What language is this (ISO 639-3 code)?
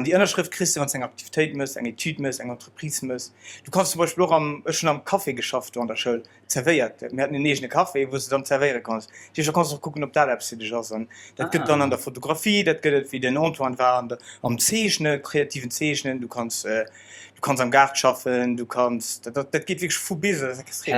ltz